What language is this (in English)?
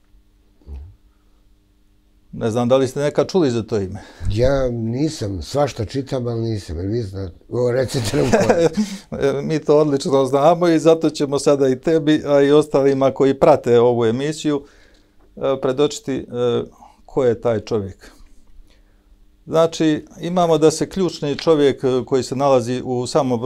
Serbian